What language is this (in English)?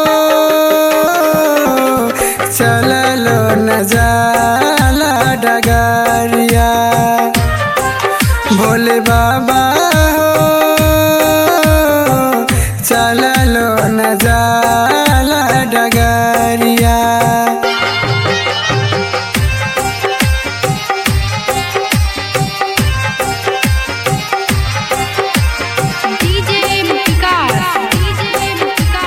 Bhojpuri